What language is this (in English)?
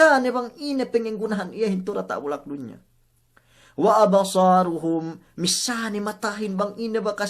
Yakan